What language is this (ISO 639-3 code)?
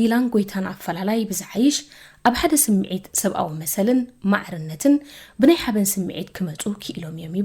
tir